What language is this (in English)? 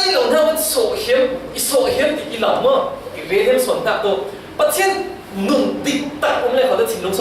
Falam Chin